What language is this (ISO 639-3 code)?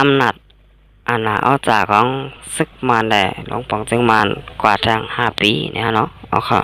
shn